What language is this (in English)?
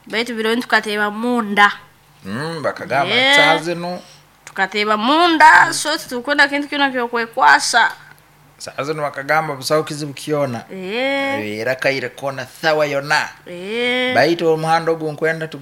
Nyoro